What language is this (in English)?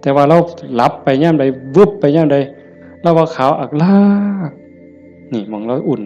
Northeastern Thai